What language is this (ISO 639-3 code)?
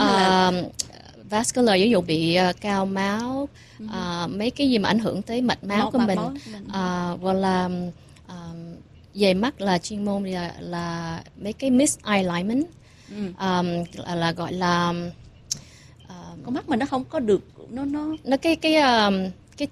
vie